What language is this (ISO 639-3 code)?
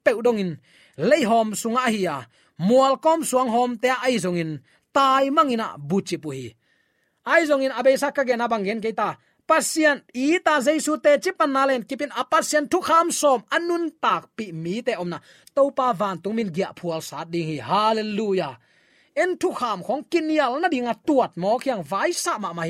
ctd